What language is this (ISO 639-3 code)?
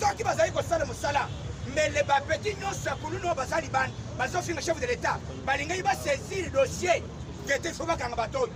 lin